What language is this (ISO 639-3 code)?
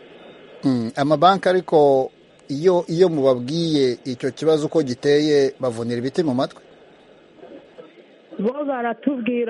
kin